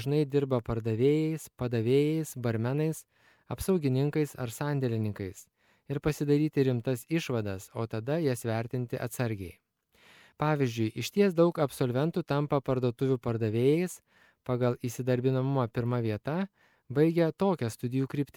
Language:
Lithuanian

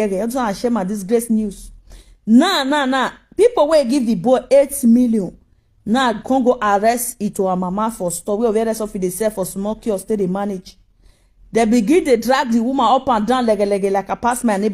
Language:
Nigerian Pidgin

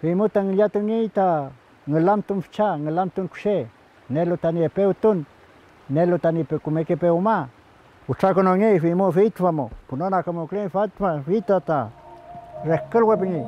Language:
Mapuche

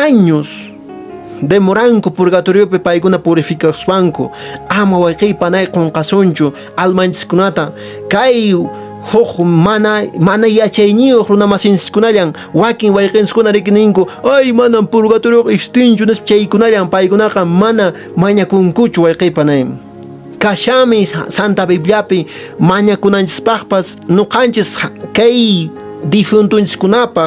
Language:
Quechua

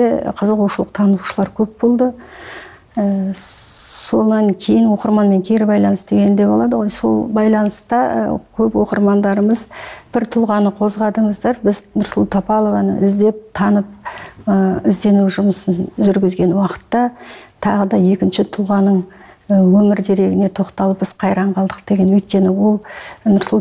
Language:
Kazakh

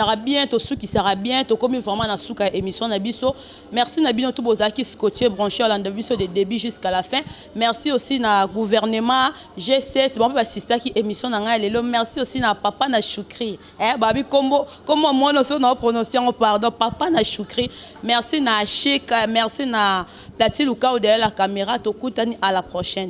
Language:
Lingala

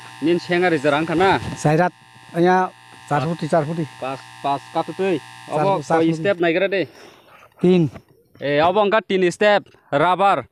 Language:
Kok Borok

